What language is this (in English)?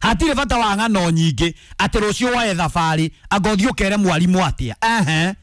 Kikuyu